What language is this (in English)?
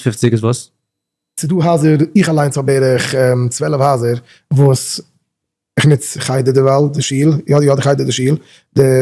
Yiddish